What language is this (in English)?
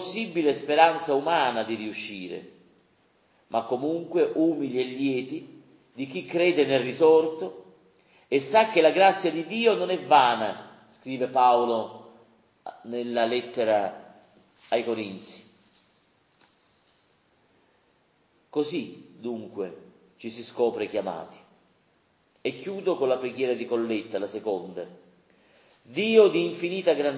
Italian